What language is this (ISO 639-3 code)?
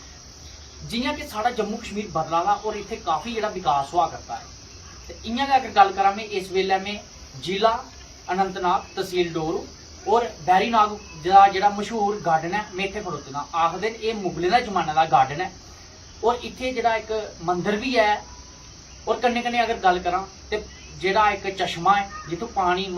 doi